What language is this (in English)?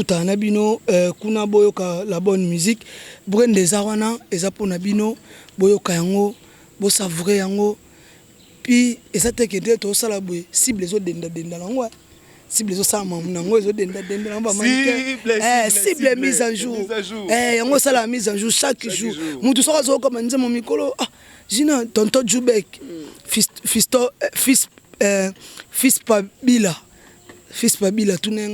Lingala